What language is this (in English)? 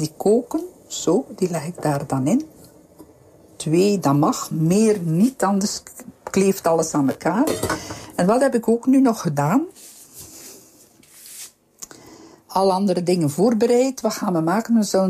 Dutch